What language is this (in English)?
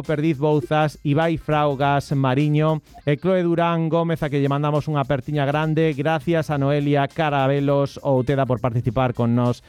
Galician